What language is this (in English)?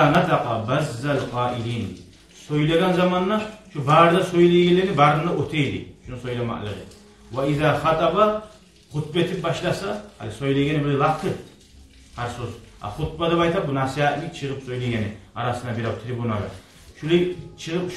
Kumyk